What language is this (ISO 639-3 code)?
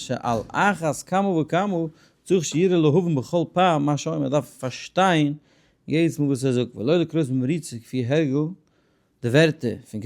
yid